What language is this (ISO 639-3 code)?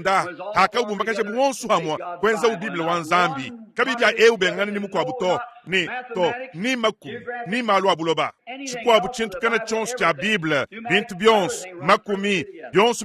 lua